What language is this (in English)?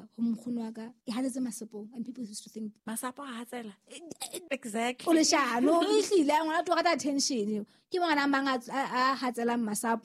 Southern Sotho